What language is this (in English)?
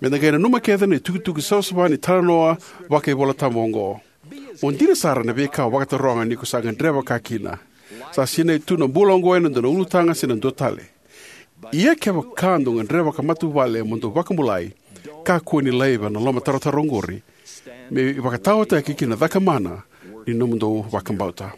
Fijian